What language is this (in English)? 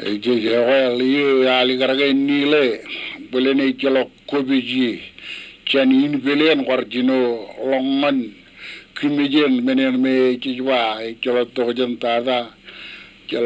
Marshallese